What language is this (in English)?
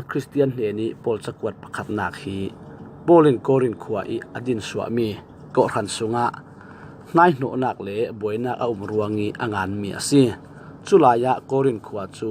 Falam Chin